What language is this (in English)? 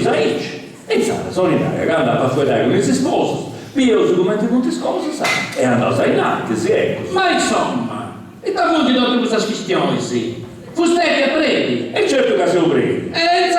Sardinian